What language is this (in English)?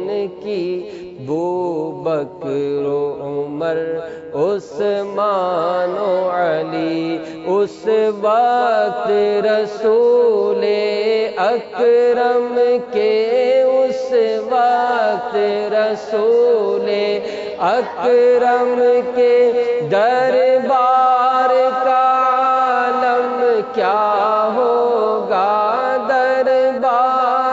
Urdu